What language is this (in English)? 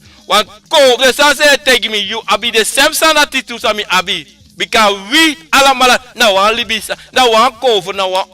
Sranan Tongo